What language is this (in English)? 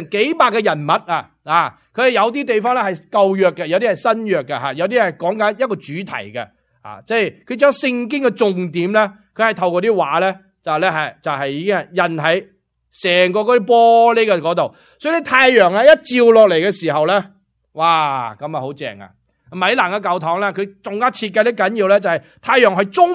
Cantonese